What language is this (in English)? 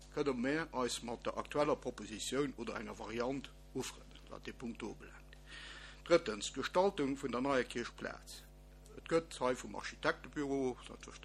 Luxembourgish